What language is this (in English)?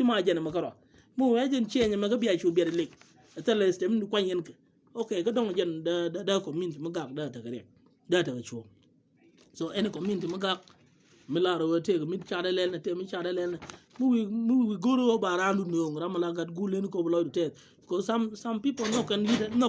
Nuer